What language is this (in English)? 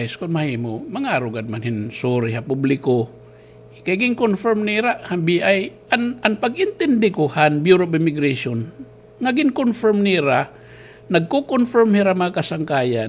Waray